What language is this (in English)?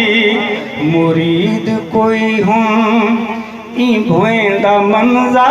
Saraiki